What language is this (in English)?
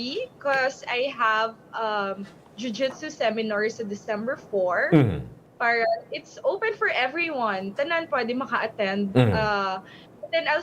Hiligaynon